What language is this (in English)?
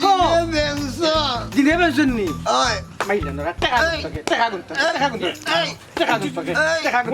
Sylheti